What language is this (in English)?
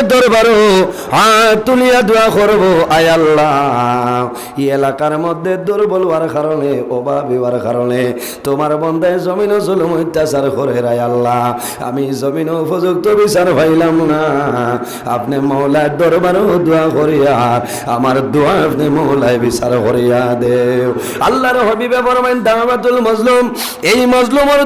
Sylheti